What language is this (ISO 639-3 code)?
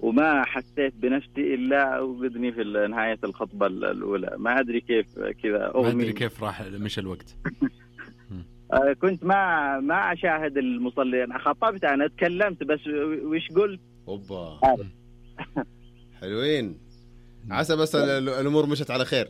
ars